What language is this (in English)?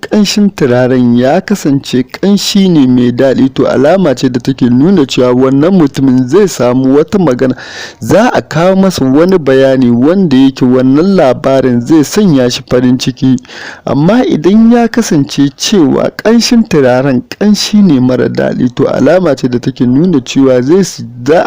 Hausa